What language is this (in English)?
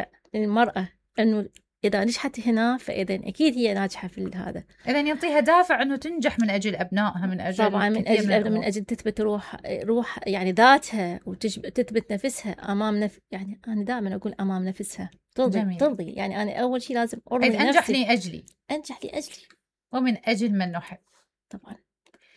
Mesopotamian Arabic